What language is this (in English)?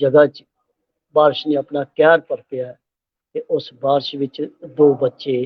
Dogri